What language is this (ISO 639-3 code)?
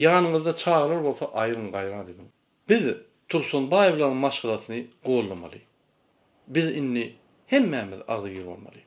tuk